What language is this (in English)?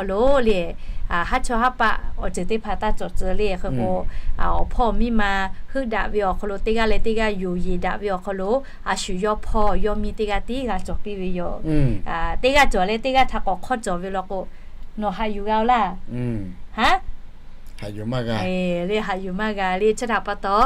Lahu